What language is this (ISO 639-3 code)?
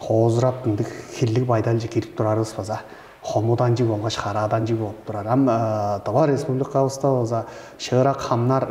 tyv